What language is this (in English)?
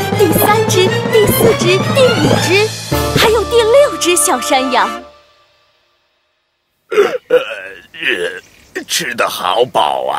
Chinese